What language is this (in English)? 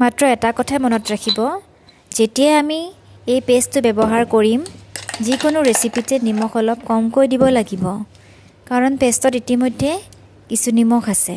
Assamese